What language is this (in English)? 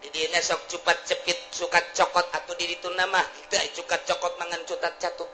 Sundanese